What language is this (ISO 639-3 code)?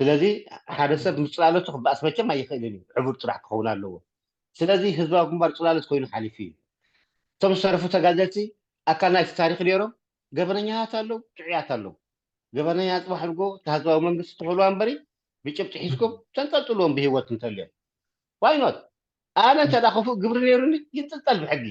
tir